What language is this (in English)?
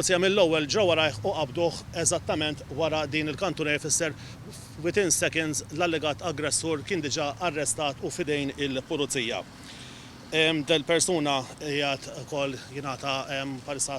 Maltese